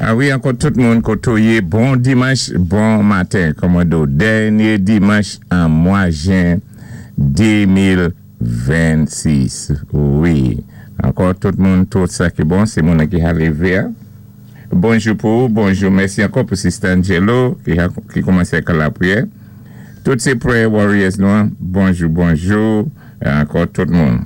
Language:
Saint Lucian Creole French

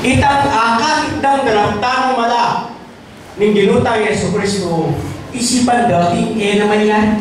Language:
Pampanga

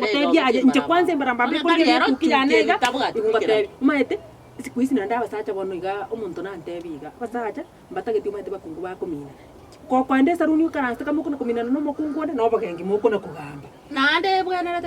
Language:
Gusii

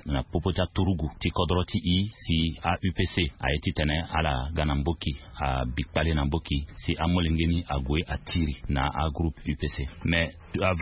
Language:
Sango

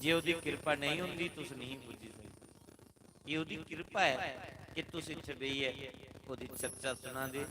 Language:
Dogri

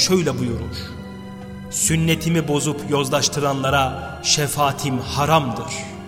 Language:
Turkish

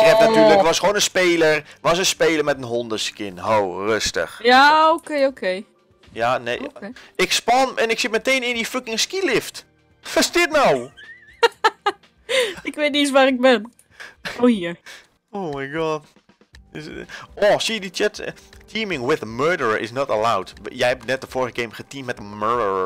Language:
Dutch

